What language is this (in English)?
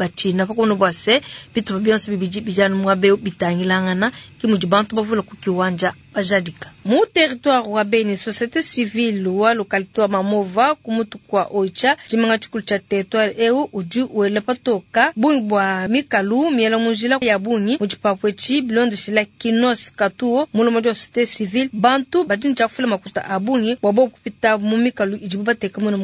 Luba-Lulua